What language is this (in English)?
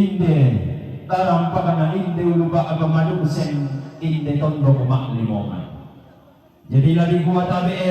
Toraja-Sa'dan